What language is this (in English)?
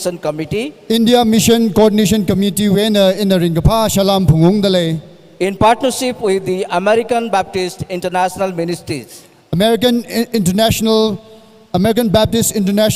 Tangkhul Naga (India)